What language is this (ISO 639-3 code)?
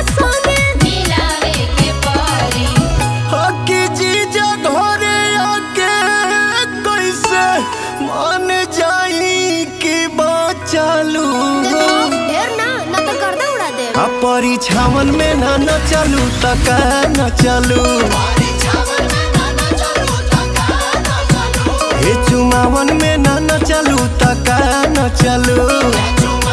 bho